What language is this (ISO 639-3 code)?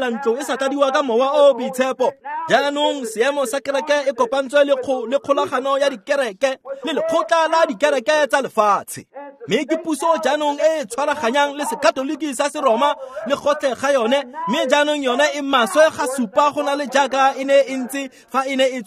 tsn